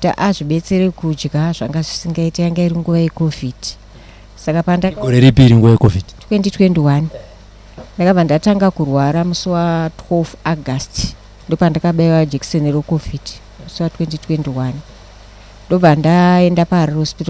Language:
Shona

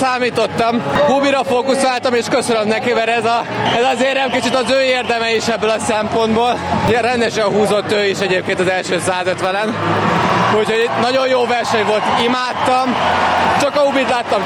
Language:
Hungarian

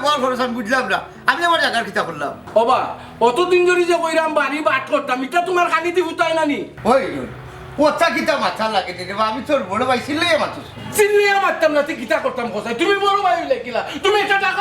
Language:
Sylheti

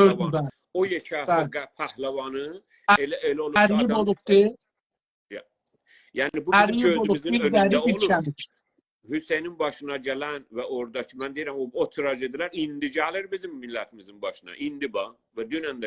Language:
South Azerbaijani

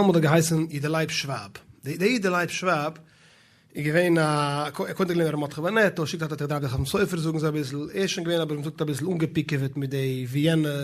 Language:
Yiddish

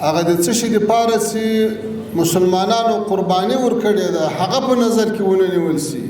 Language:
Pashto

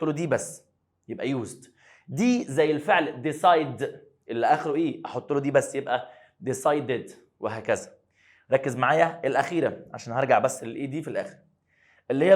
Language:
Egyptian Arabic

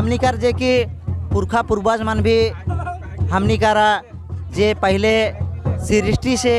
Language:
Sadri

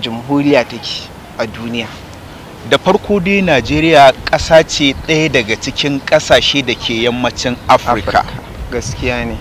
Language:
Hausa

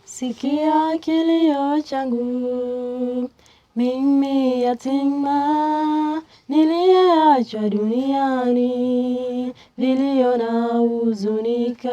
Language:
Gusii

